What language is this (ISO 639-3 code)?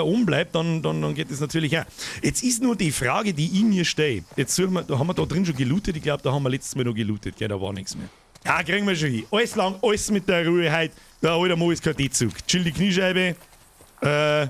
bar